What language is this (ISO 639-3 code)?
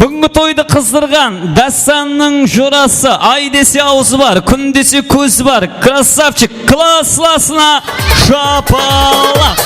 kaa